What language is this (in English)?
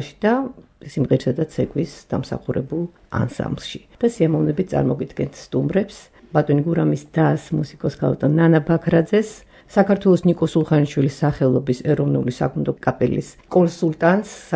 Georgian